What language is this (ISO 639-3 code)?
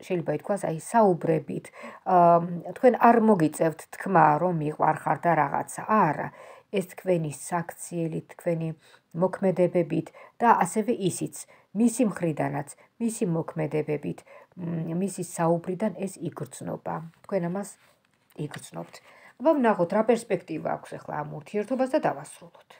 kat